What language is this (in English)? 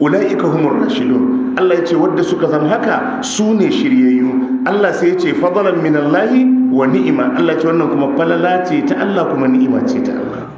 Hausa